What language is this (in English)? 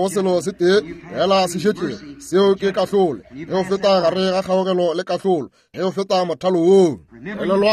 Northern Sotho